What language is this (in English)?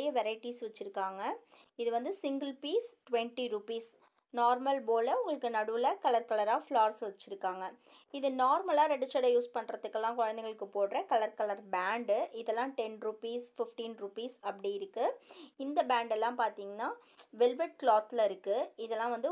Tamil